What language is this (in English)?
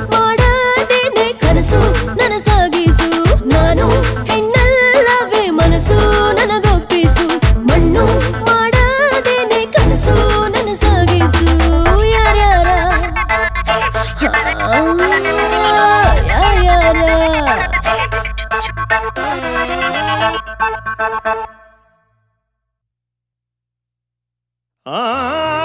Kannada